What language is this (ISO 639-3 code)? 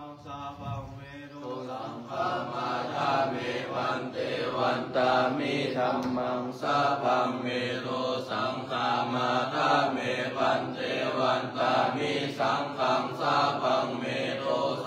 pli